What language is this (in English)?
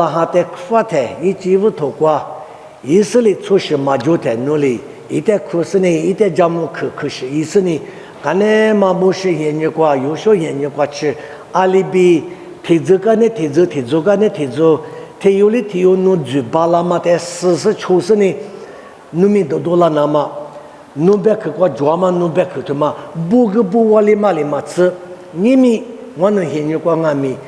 Lisu